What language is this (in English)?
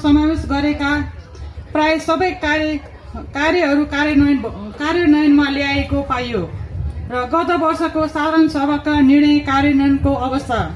Nepali